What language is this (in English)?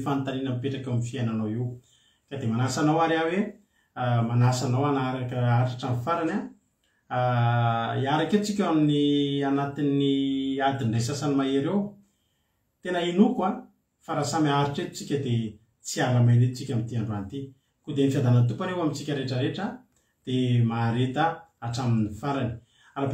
Malagasy